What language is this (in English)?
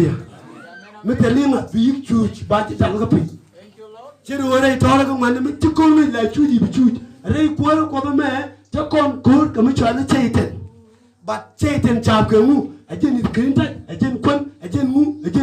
Nuer